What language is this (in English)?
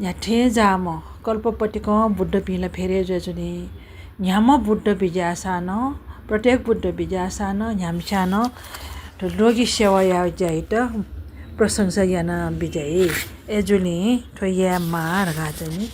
Newari